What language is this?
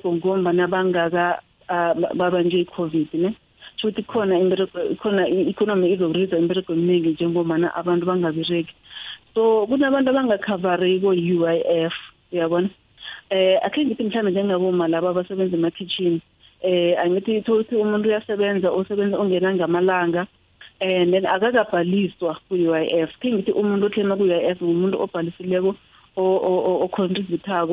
South Ndebele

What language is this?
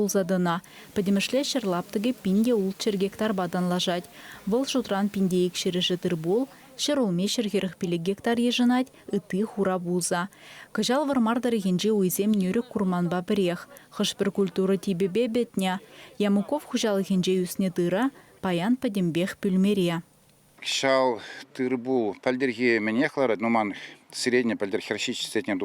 Chuvash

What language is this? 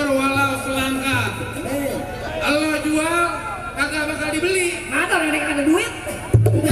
Betawi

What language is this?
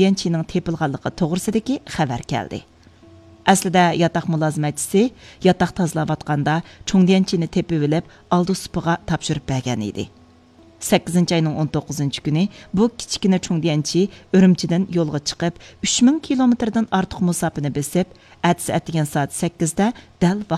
Uyghur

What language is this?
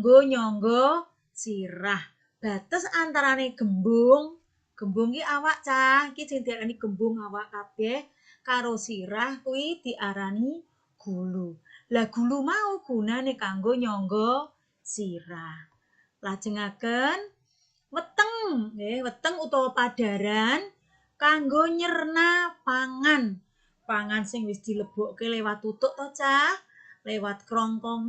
Javanese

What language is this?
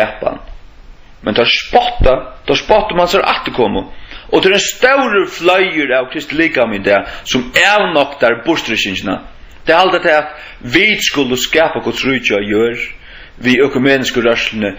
Faroese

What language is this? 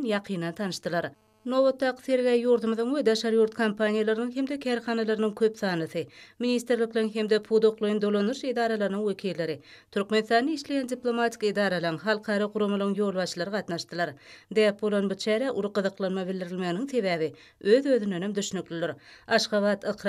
Turkmen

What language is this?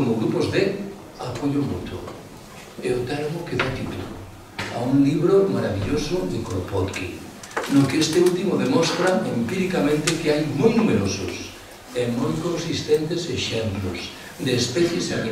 Galician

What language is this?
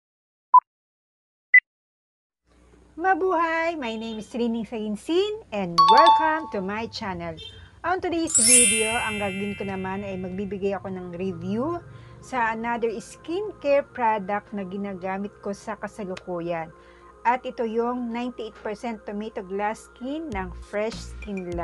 Filipino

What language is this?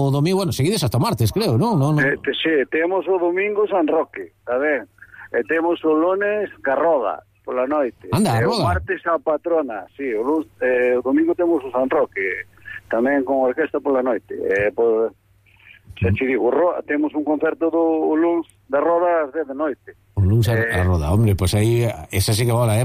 Galician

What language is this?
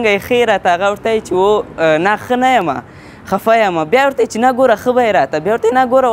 Pashto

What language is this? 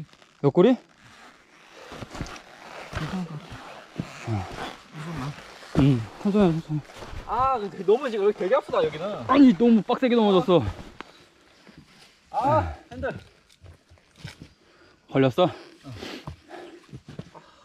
Korean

